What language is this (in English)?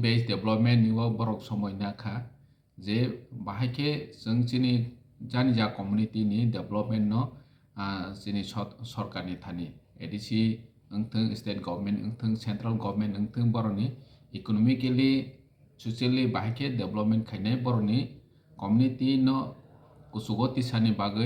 Kok Borok